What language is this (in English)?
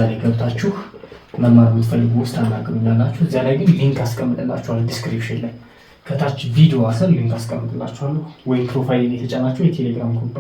Amharic